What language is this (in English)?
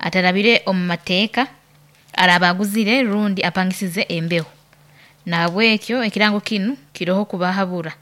Nyoro